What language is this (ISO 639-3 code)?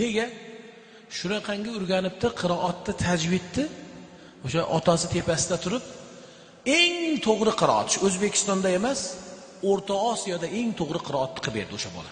uzb